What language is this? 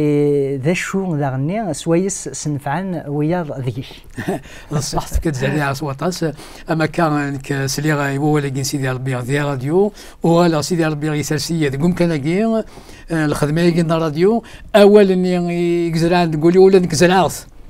Kabyle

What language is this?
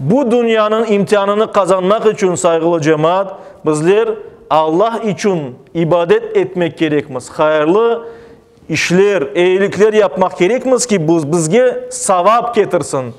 Crimean Tatar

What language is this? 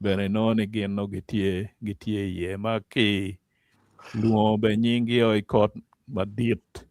Acoli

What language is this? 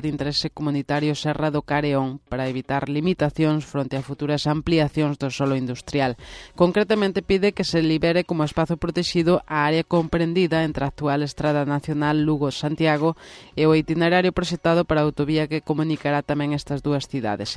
Galician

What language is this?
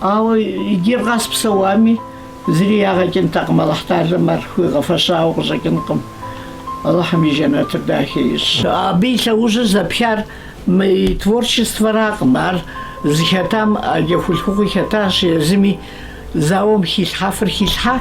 Kabardian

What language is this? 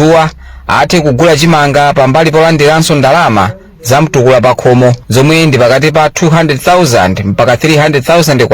Nyanja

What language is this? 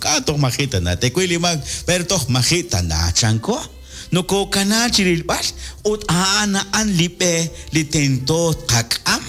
Kekchí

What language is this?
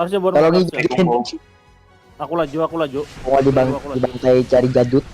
Banjar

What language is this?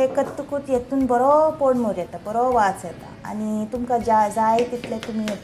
Konkani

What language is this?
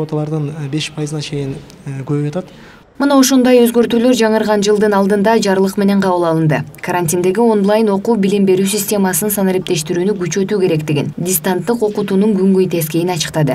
Kyrgyz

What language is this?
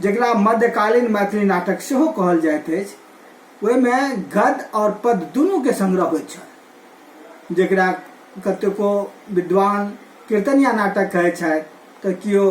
Maithili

